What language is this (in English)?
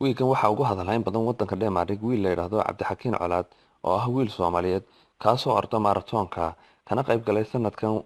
Somali